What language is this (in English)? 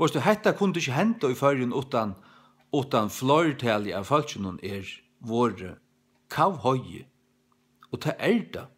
Faroese